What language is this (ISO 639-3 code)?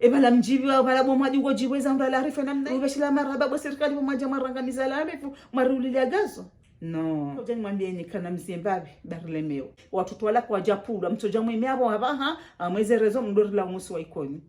zdj